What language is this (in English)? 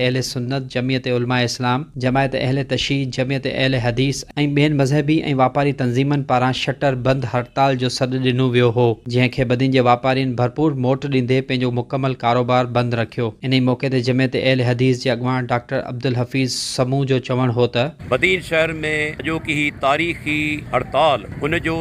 Sindhi